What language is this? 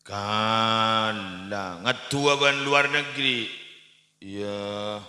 Madurese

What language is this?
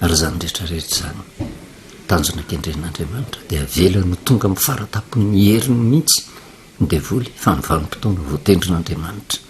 Malagasy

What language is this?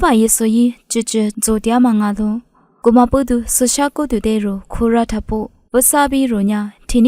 Lisu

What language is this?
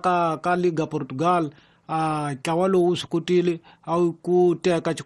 Tsonga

